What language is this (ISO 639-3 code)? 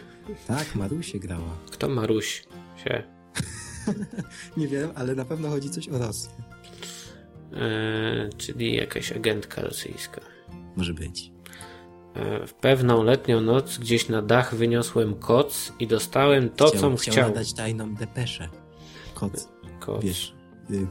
pol